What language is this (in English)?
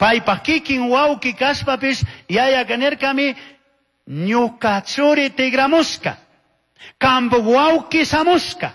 Chimborazo Highland Quichua